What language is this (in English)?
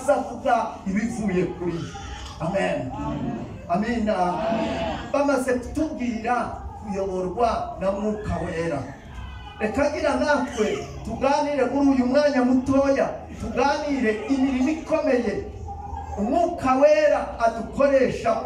Kinyarwanda